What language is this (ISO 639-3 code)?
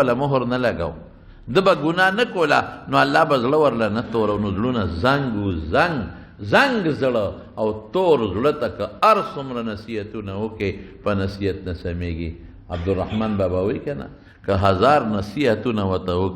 pus